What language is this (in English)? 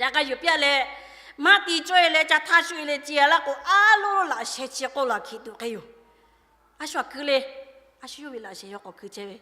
Lahu